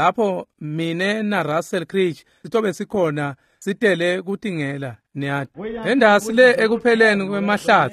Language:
Swati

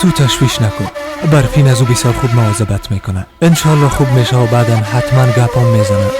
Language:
Persian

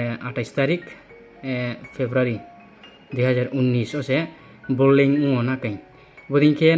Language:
Riang (India)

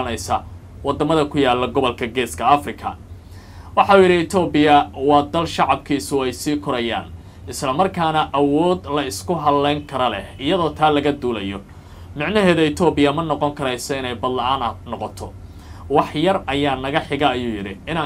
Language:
Somali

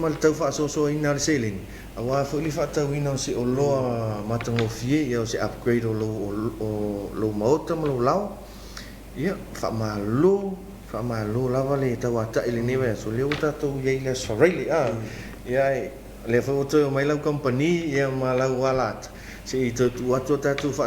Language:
Samoan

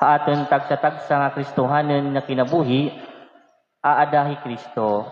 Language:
Waray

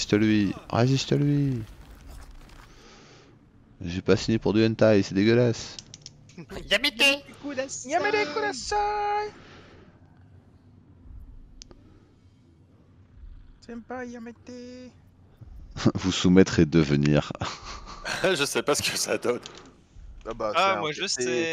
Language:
French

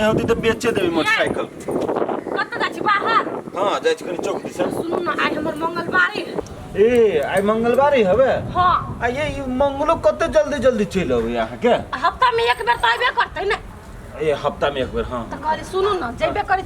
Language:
Maithili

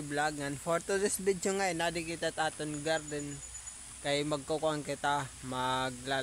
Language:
Waray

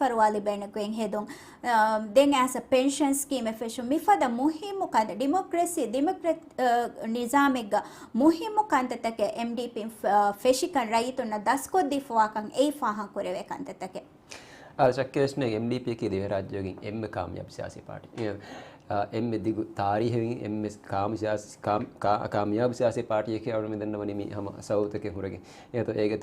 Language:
Divehi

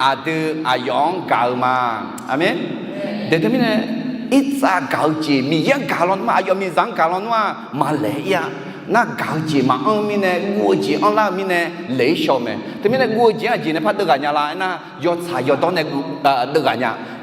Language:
Akha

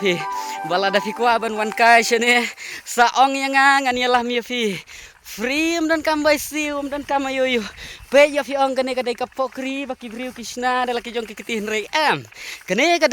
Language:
Khasi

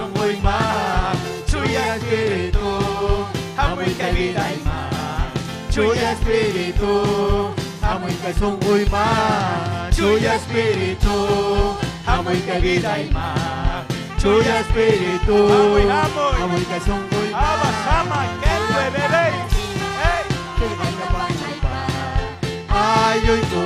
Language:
Ayacucho Quechua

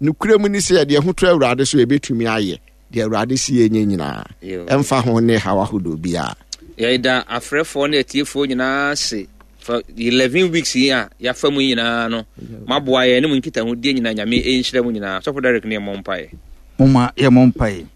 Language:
Akan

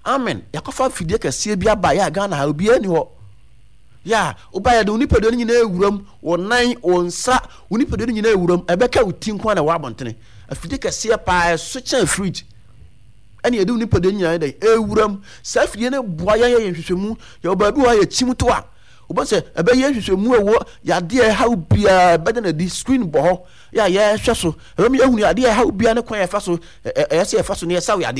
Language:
Akan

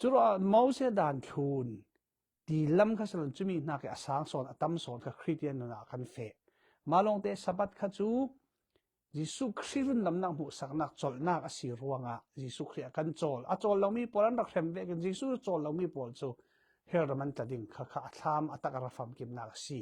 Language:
Falam Chin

